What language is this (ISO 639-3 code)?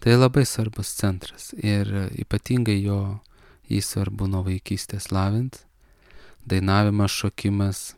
lit